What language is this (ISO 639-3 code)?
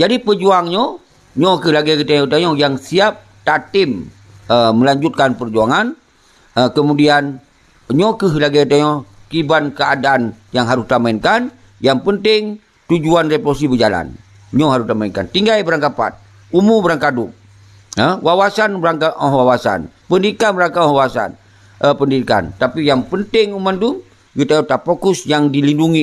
ace